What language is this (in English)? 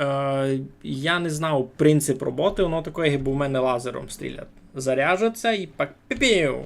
Rusyn